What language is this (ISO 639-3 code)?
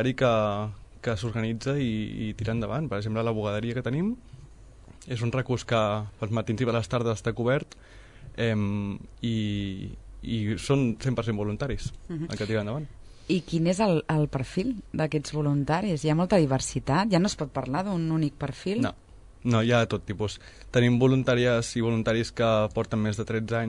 cat